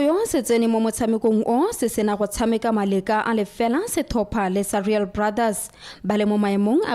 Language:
Tswana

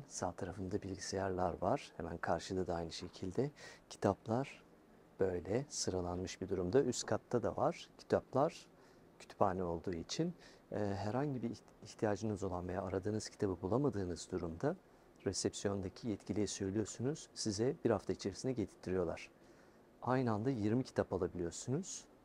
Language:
Turkish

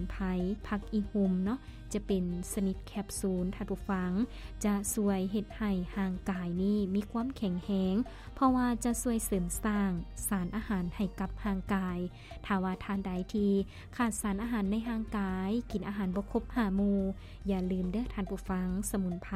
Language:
Lao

